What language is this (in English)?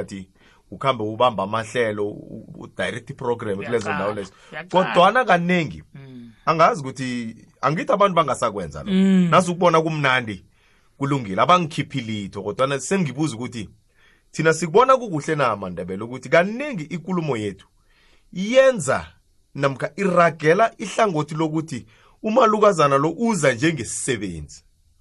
South Ndebele